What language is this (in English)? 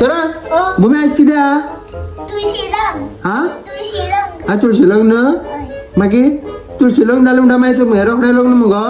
Konkani